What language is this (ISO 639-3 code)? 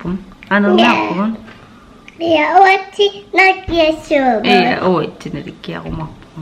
kal